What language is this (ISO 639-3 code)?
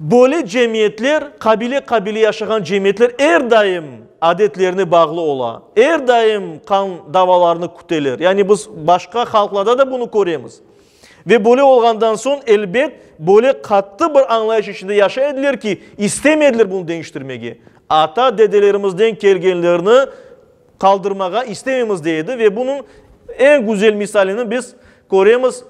crh